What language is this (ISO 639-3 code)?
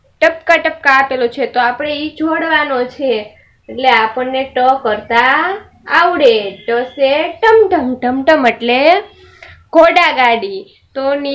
guj